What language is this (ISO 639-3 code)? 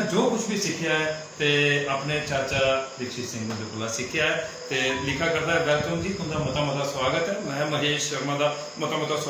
doi